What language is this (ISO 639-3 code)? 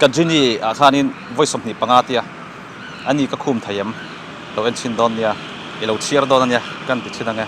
lus